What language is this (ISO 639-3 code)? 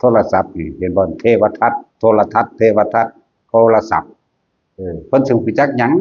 tts